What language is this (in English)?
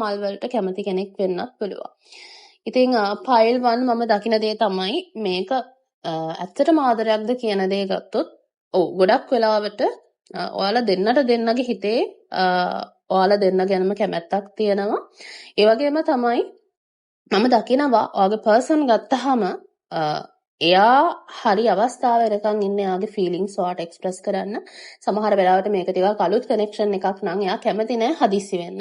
Sinhala